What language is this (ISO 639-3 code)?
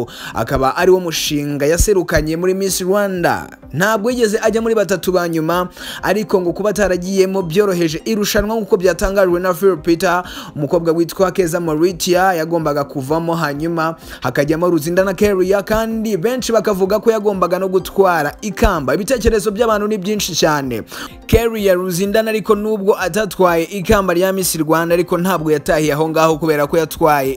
kin